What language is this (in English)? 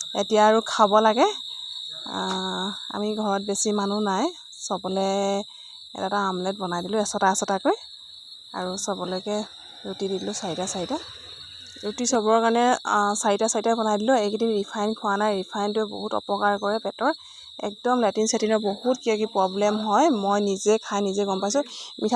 Assamese